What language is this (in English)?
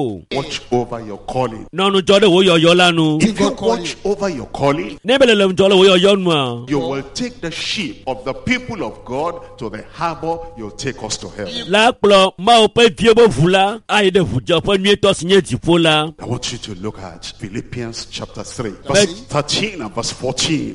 Ewe